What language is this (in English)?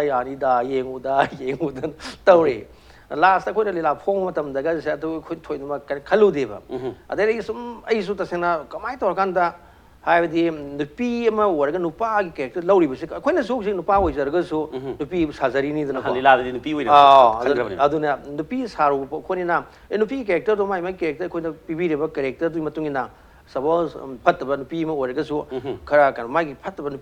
Manipuri